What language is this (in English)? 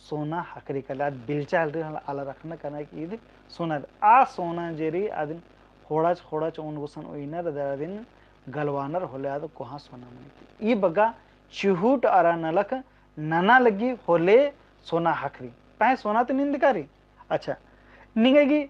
Kurukh